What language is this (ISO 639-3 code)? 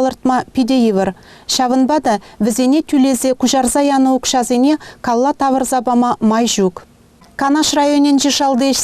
chv